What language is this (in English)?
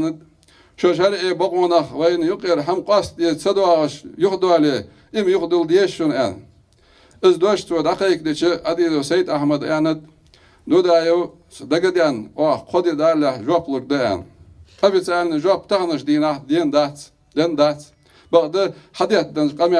Ingush